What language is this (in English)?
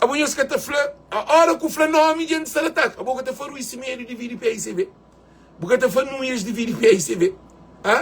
Kabuverdianu